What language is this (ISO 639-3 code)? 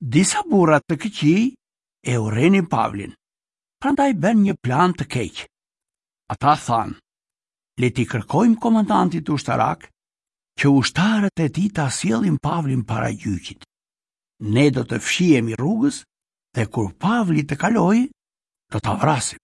sqi